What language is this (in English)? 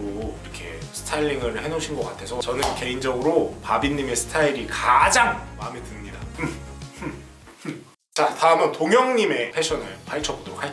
Korean